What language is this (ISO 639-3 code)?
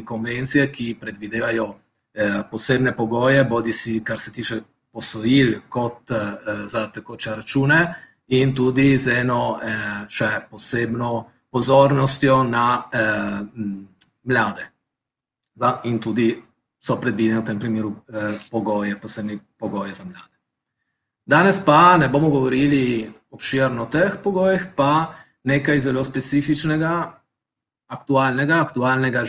slv